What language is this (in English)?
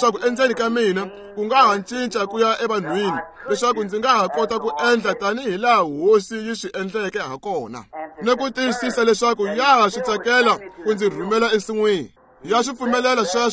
Tsonga